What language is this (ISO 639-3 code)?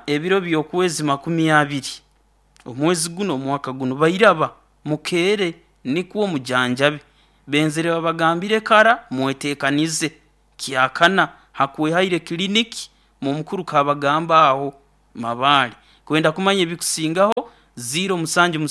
nyo